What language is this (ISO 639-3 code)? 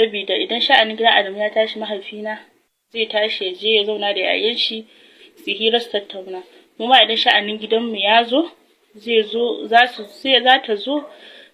hau